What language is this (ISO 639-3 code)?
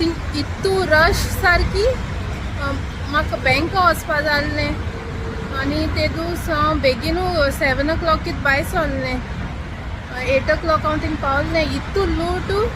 kok